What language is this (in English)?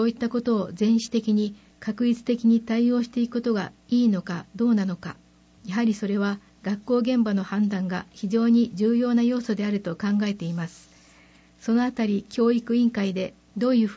Japanese